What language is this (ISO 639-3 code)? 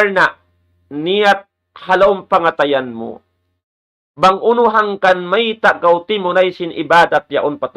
tsg